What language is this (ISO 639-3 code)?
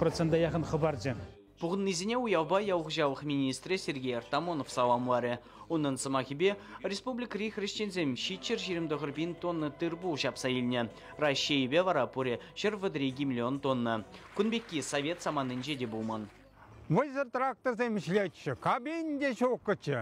chv